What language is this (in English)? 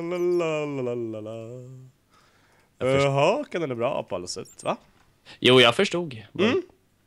Swedish